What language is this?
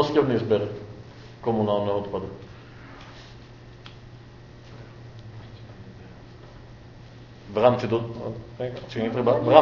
Slovak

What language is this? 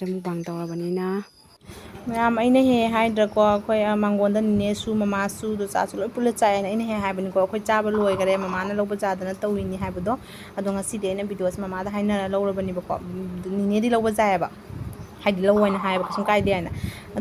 Manipuri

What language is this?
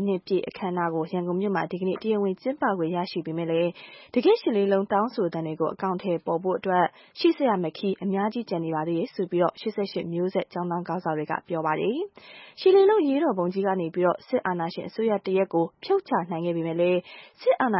Burmese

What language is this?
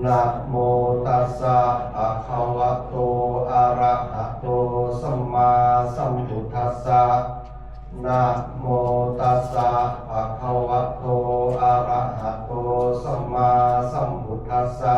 Pali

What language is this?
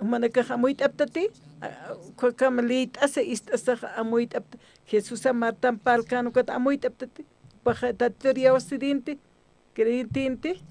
Aymara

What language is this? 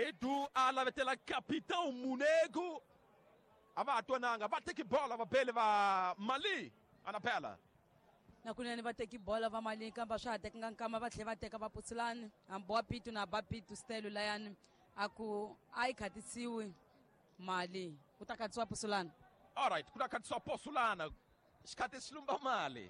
Tsonga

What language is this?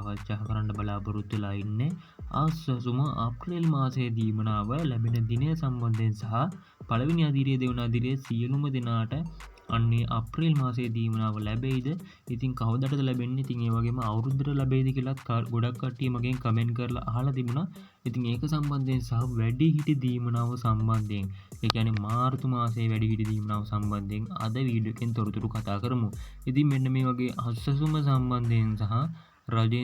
Sinhala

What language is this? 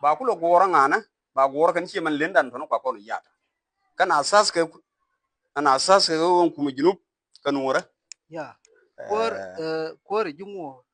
Nuer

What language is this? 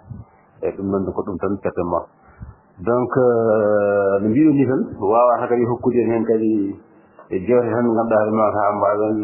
Fula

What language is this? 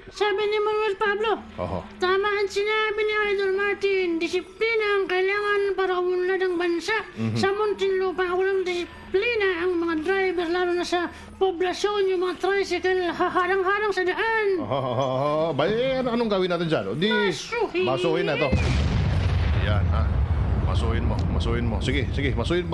Filipino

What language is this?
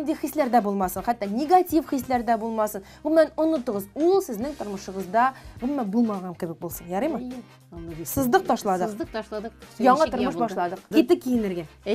Tatar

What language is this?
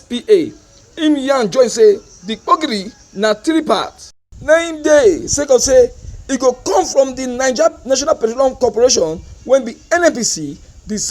Nigerian Pidgin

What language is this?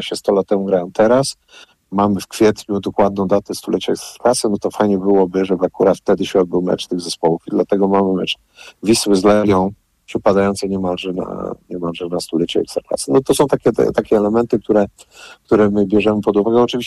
Polish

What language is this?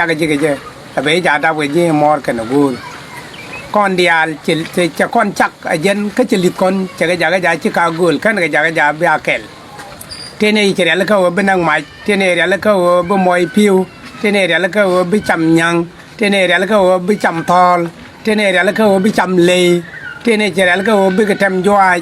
Nuer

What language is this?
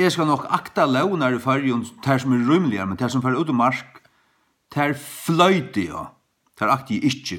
Faroese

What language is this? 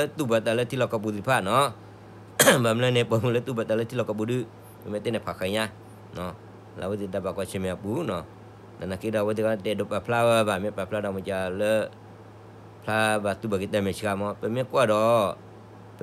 S'gaw Karen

